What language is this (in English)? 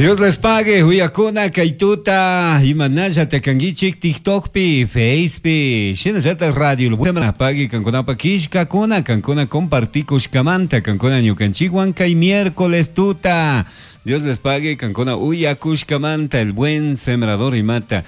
Chimborazo Highland Quichua